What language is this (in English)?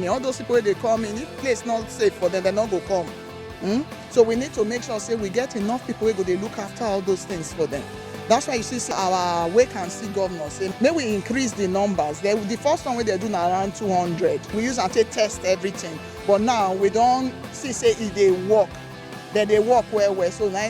Nigerian Pidgin